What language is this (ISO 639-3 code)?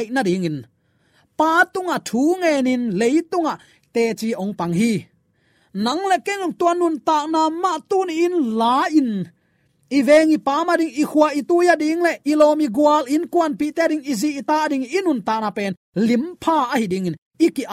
ctd